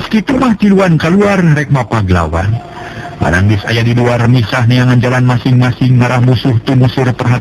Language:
Sundanese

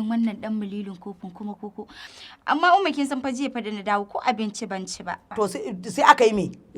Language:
Hausa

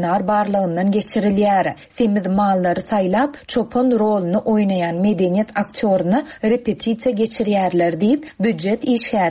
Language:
Turkmen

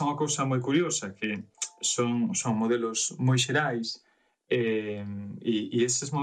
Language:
Galician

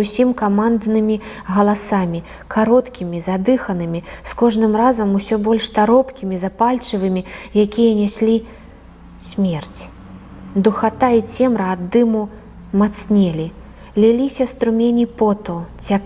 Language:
Belarusian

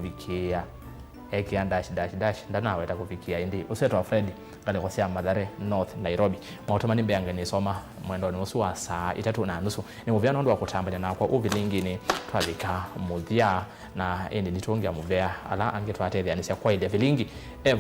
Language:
Kamba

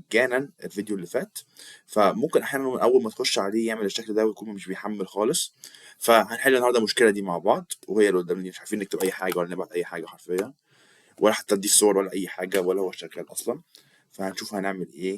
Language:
Egyptian Arabic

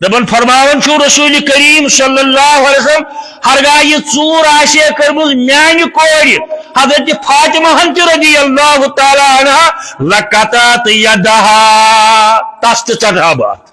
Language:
Kashmiri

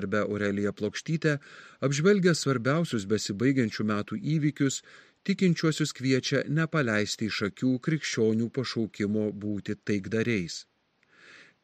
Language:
Lithuanian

